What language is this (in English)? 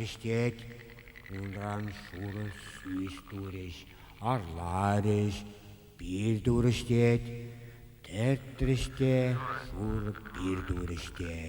Chuvash